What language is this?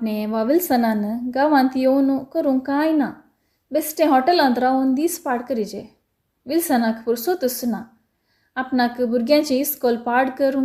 Konkani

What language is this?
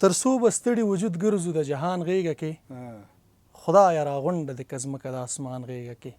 Pashto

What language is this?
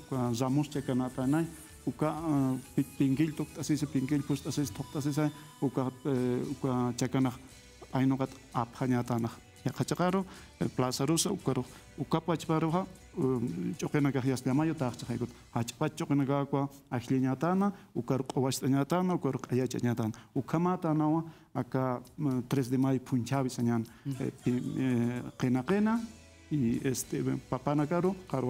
Aymara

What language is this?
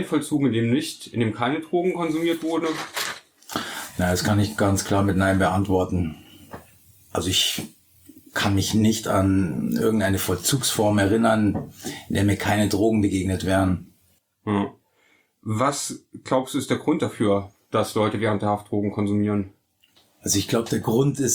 German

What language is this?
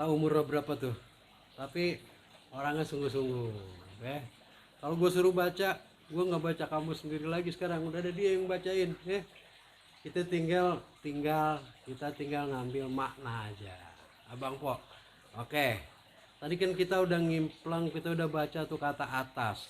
Betawi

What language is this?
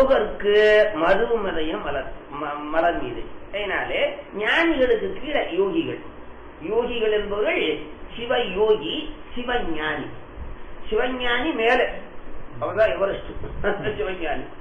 Tamil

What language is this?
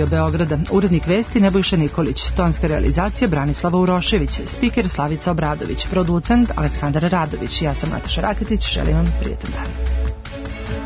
Serbian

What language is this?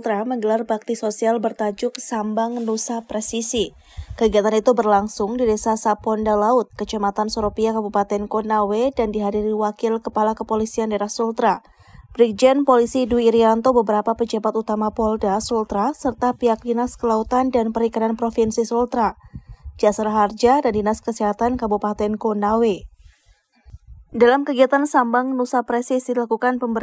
Indonesian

